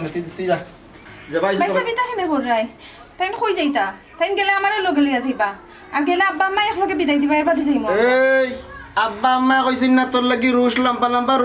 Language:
Sylheti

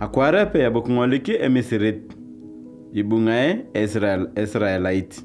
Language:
Turkana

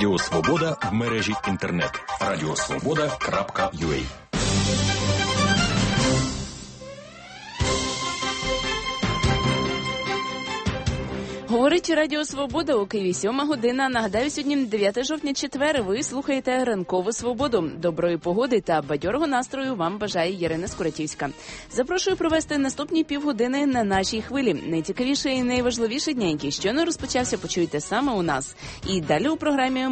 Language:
Ukrainian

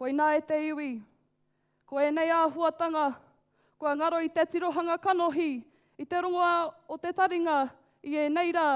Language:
Māori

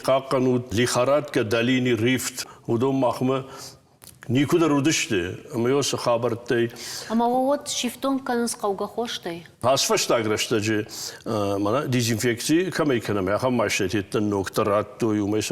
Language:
Ossetic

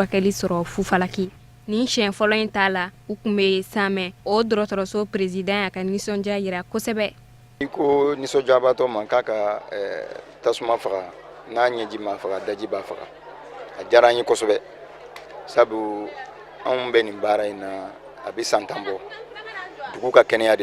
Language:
Bambara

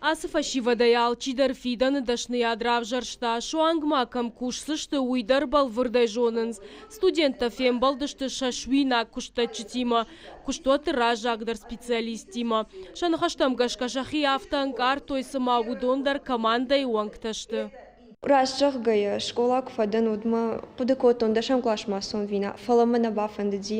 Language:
Ossetic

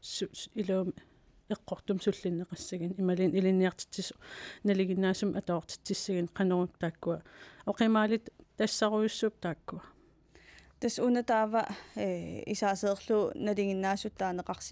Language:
Kalaallisut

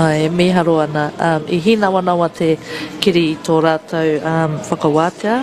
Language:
Māori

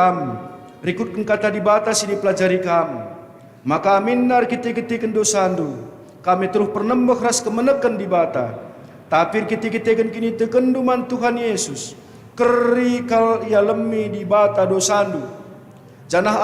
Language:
Batak Karo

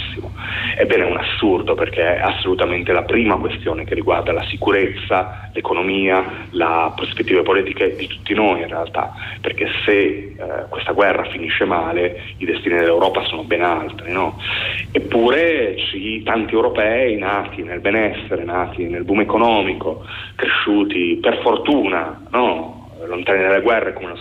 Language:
Italian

